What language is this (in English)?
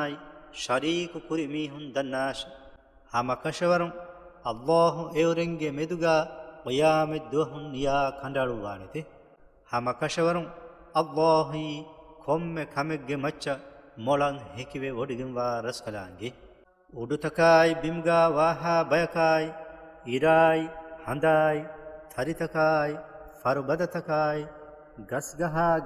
Divehi